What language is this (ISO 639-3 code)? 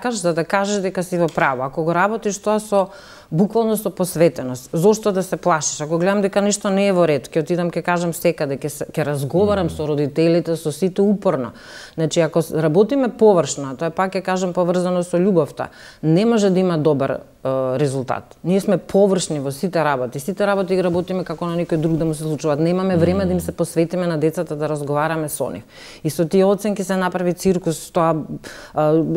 mkd